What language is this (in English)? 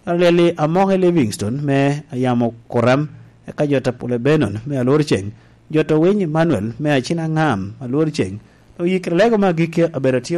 Lango (Uganda)